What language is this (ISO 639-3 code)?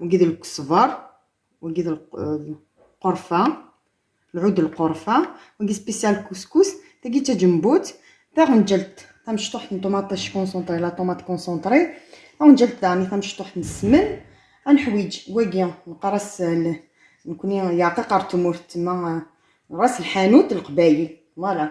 kab